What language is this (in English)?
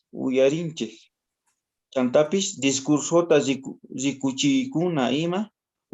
South Bolivian Quechua